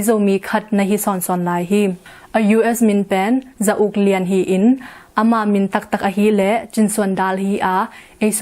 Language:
Tedim Chin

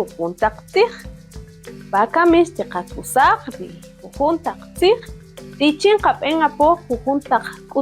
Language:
Kaqchikel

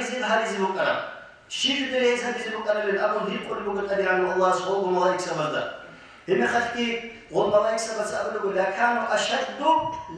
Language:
Avaric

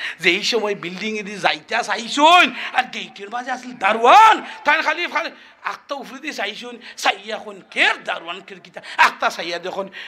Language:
Sylheti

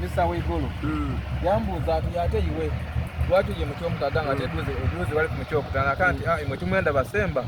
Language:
Soga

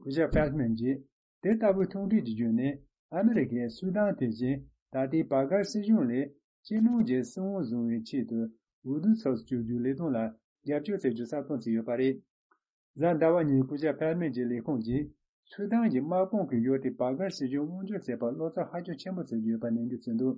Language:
Tibetan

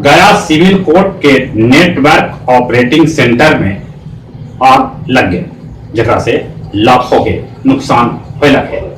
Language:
Magahi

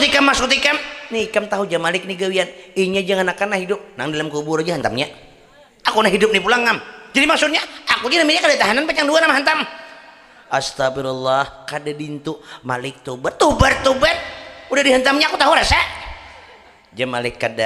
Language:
Banjar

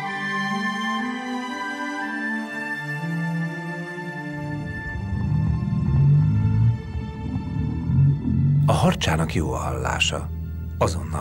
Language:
Hungarian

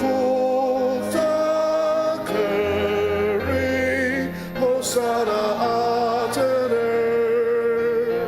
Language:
Ao Naga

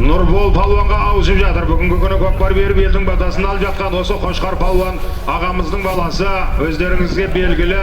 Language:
Kazakh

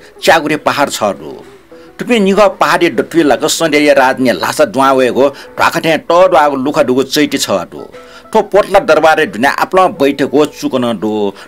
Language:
Newari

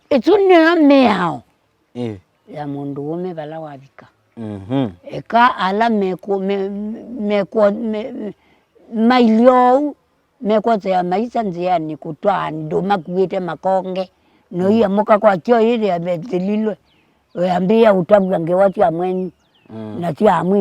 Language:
Kamba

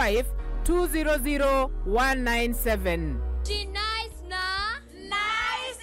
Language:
Meru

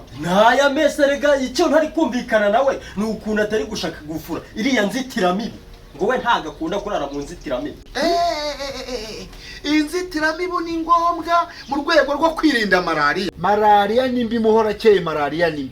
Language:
Kinyarwanda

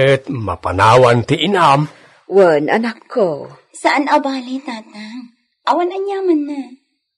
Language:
Iloko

